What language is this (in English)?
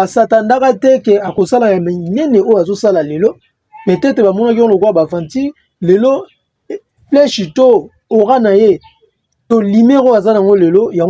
Lingala